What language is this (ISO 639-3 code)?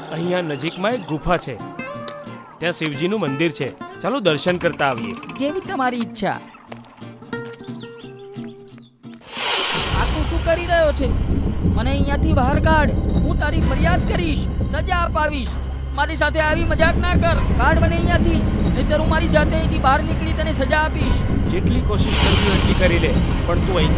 guj